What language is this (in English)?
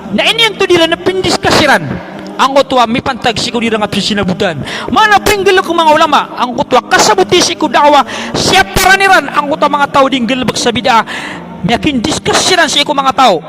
Maranao